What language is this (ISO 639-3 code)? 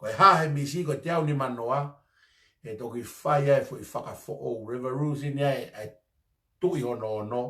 ton